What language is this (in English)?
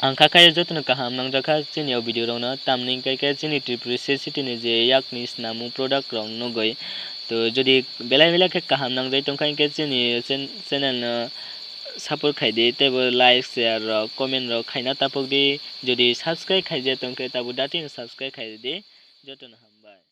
Kok Borok